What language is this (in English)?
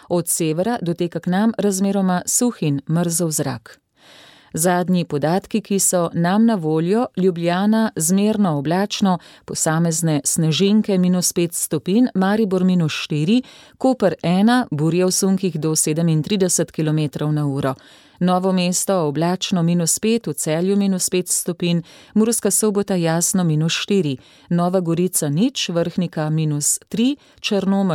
Slovenian